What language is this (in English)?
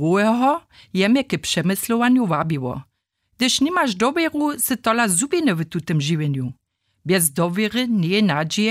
Upper Sorbian